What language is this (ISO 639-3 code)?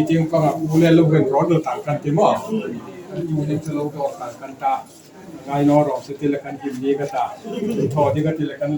hmr